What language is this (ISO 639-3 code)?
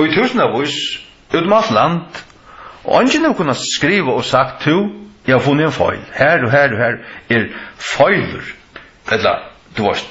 fao